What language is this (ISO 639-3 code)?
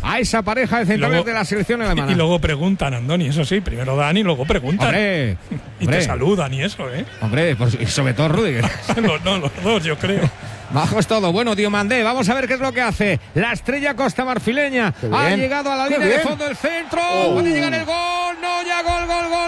spa